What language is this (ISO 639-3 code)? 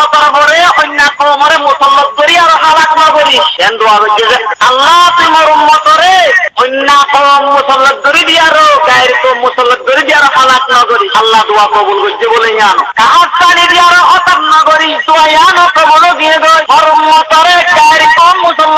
rhg